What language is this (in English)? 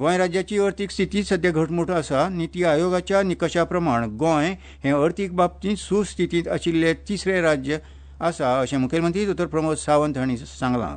Konkani